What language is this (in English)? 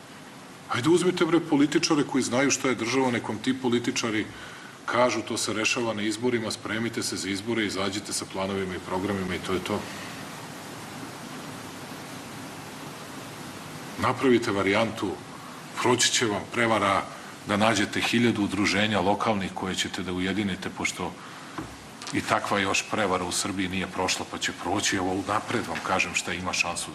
Serbian